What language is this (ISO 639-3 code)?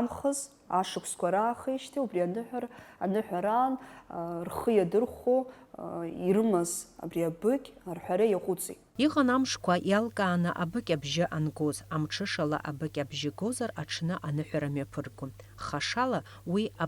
abk